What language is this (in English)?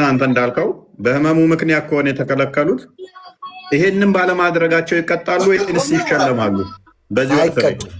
Amharic